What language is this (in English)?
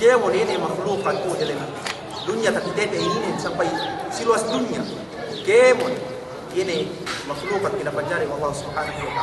Yakan